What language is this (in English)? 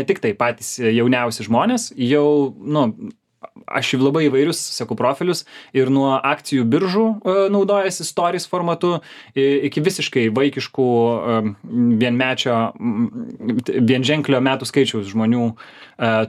Lithuanian